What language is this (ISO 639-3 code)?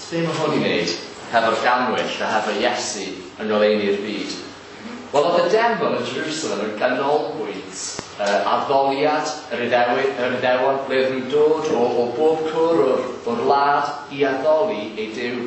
cym